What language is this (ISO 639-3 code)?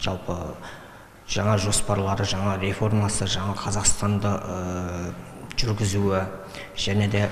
kir